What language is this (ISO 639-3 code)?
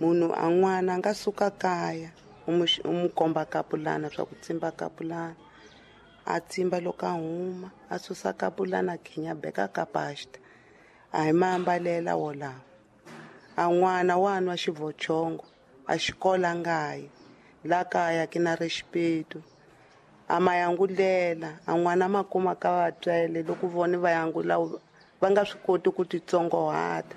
tso